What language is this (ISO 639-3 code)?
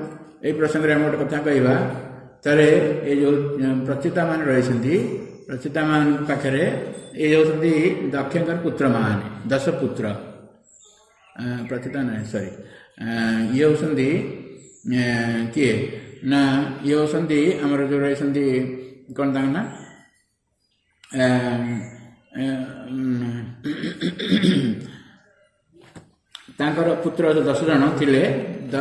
ori